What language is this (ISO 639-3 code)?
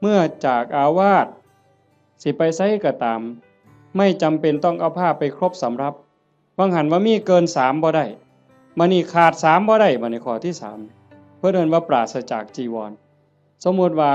tts